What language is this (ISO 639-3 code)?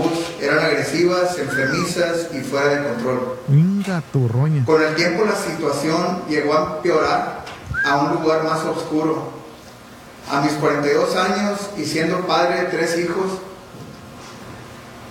spa